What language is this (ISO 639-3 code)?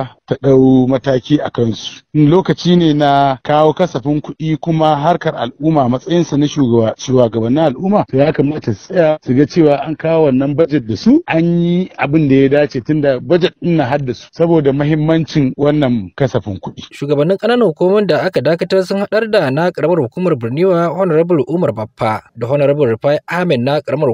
hau